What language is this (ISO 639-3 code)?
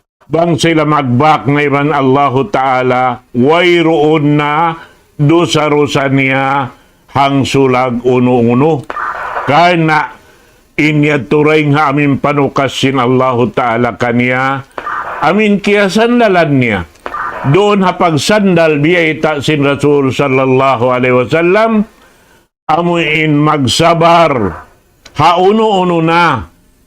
tsg